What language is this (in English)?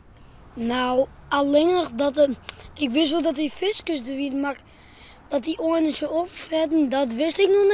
Western Frisian